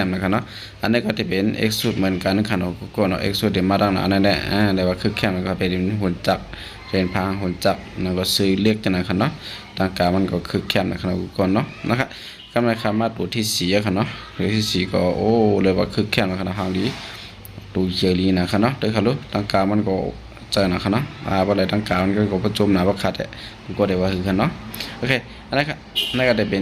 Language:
Shan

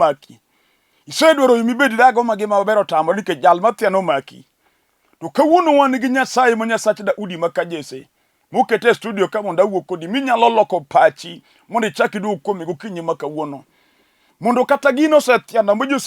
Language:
Luo (Kenya and Tanzania)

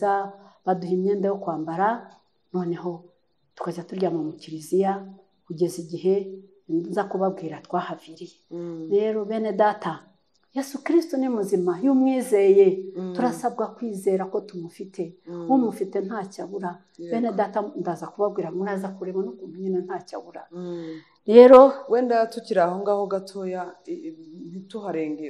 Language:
Kinyarwanda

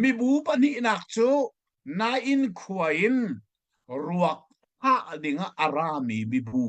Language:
Hakha Chin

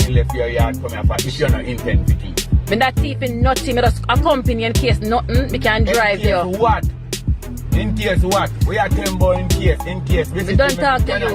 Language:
Jamaican Creole English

